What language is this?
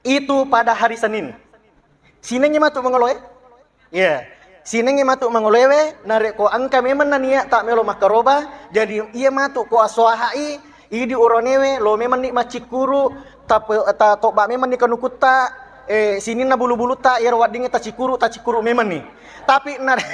Buginese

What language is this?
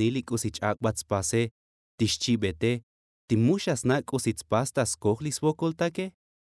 Tzotzil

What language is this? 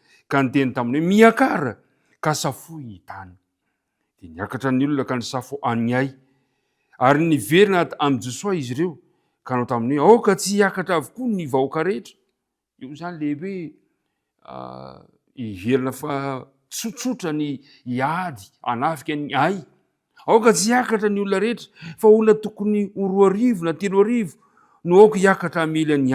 Malagasy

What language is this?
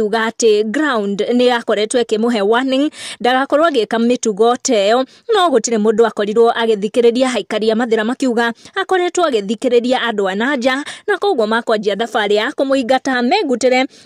Kikuyu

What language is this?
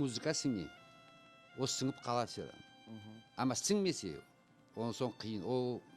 Crimean Tatar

